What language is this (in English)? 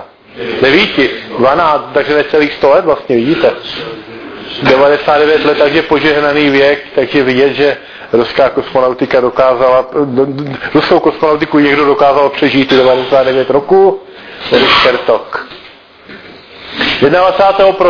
Czech